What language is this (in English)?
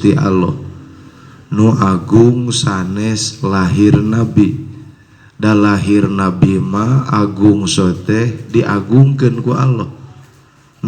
Sundanese